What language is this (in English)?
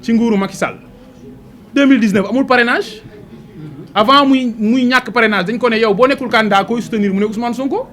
Wolof